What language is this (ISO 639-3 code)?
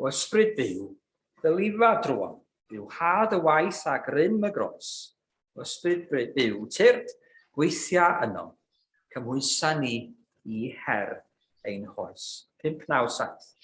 cym